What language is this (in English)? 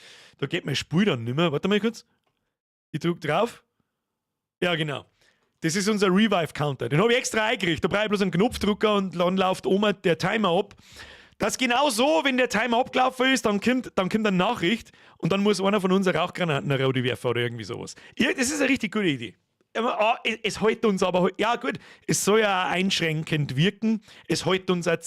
Bavarian